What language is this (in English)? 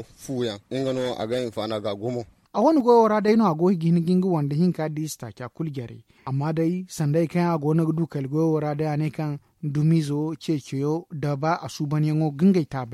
Zarma